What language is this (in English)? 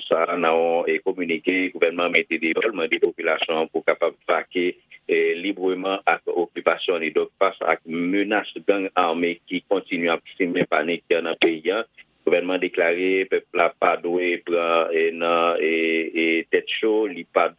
Haitian Creole